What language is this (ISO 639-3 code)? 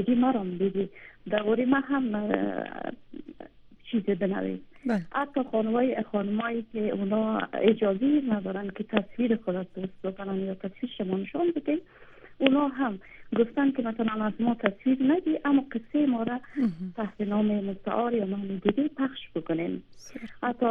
fas